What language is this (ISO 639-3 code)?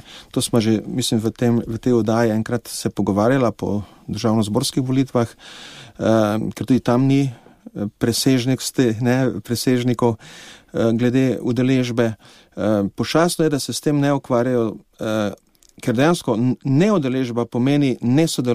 slv